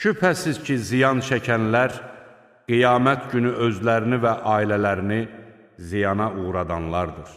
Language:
Azerbaijani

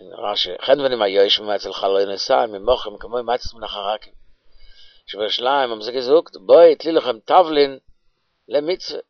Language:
Yiddish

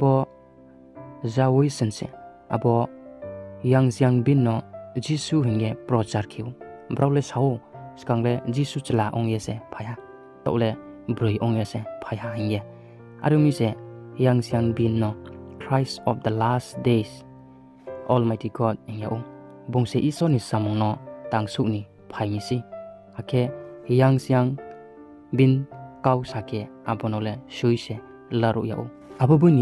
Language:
Riang (India)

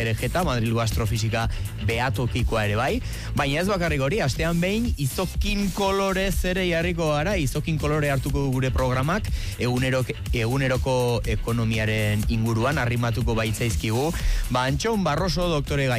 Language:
Basque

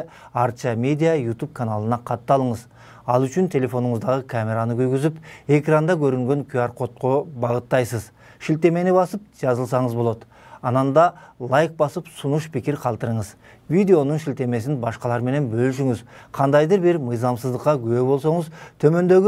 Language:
Kyrgyz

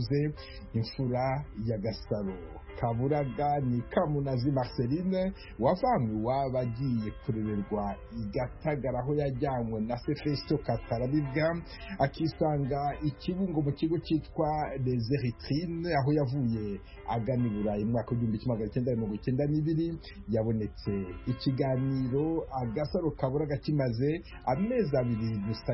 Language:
Kinyarwanda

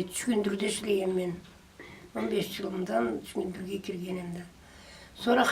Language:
Karachay-Balkar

